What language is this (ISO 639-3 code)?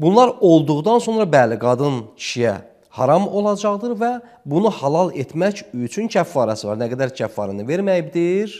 aze